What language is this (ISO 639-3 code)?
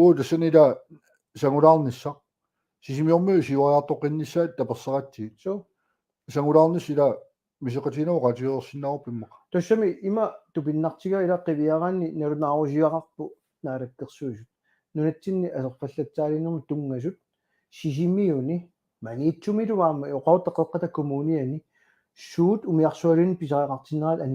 kal